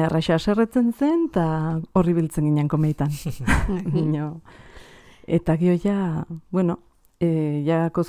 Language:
Basque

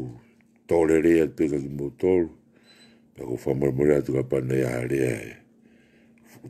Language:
Tongan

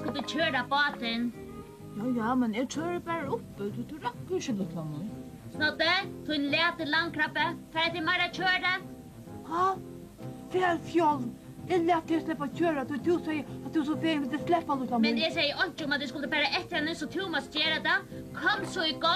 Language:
Faroese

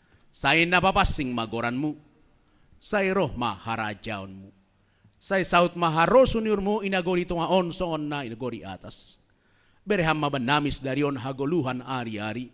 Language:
Batak Simalungun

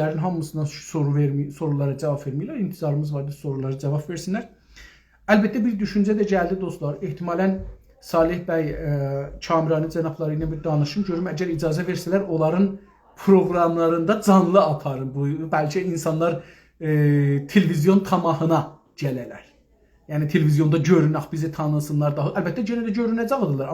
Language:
South Azerbaijani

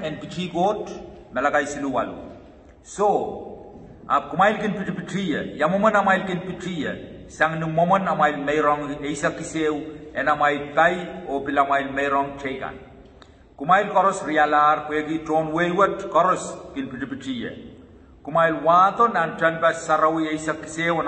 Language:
Pohnpeian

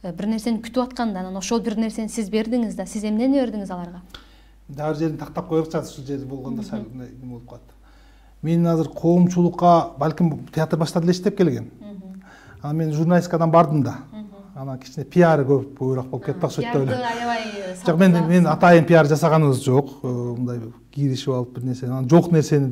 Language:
Kyrgyz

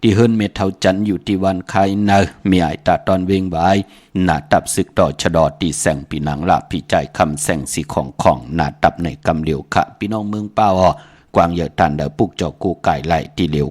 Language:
Shan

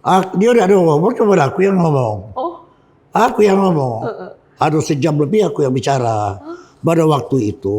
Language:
Musi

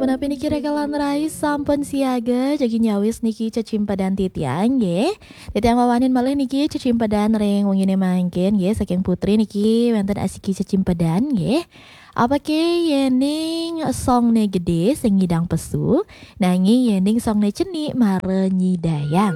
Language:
Balinese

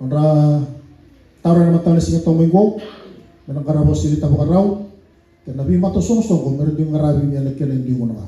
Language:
Fijian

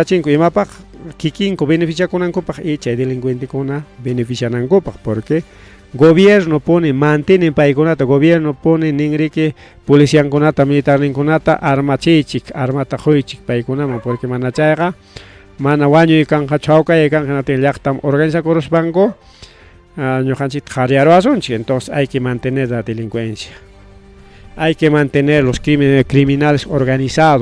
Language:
Ayacucho Quechua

